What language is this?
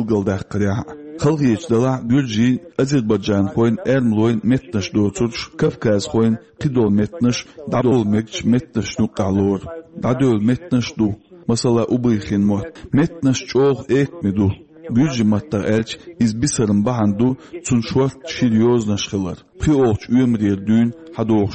Chechen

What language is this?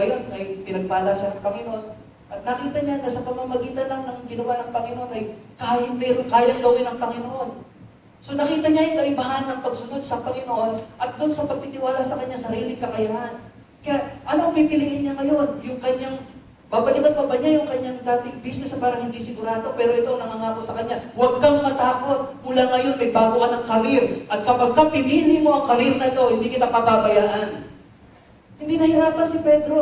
Filipino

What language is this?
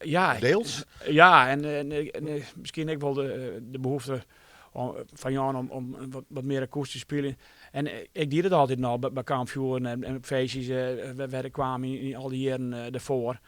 Western Frisian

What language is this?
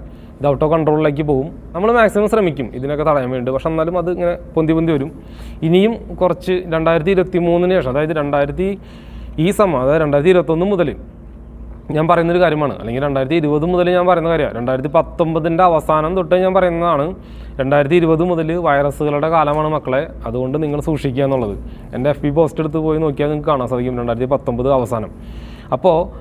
Malayalam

